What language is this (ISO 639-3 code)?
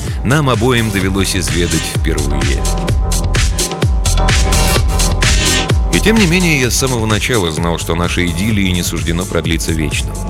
rus